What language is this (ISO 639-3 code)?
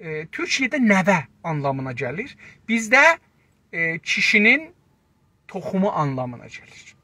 azb